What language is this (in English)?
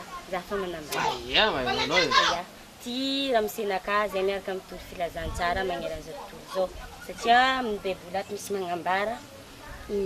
Malagasy